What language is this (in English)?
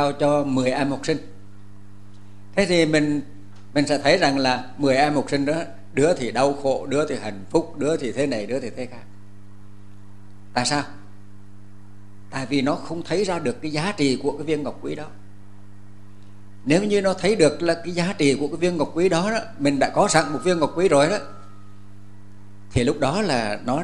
Vietnamese